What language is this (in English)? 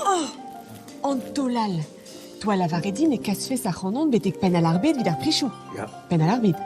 Breton